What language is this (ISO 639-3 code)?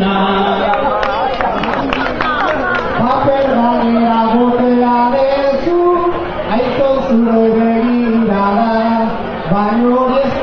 eus